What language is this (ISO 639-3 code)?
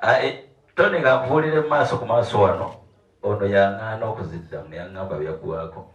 lug